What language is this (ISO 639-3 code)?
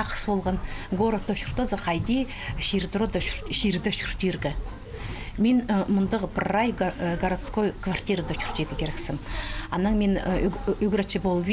kjh